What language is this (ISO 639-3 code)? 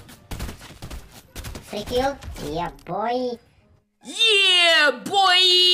slk